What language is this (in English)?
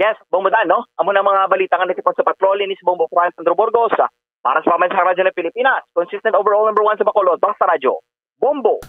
Hiligaynon